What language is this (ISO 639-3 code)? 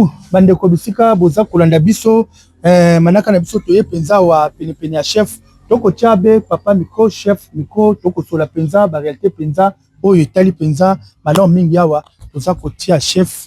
lin